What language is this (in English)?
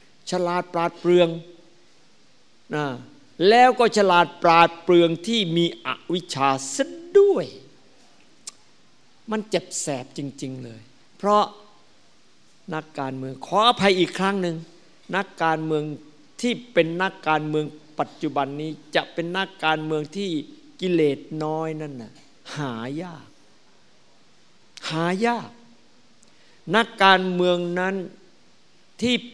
Thai